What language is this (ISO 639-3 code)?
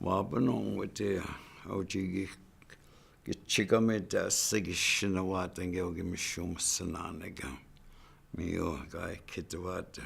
ciw